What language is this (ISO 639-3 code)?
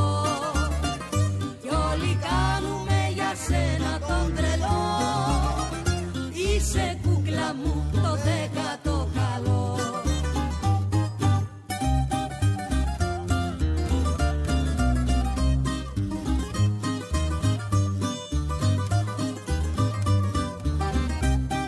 ell